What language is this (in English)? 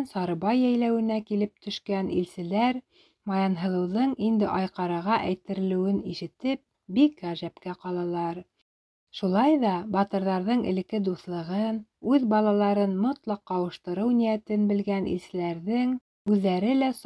Bashkir